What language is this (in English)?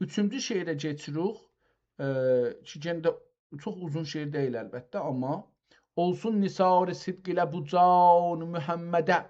South Azerbaijani